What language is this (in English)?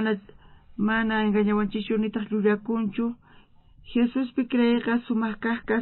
South Bolivian Quechua